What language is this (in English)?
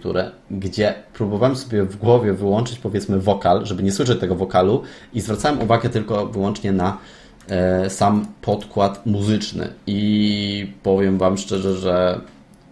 Polish